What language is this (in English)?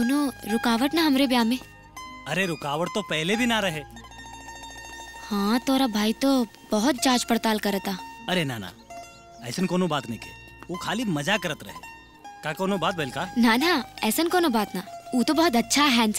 Bhojpuri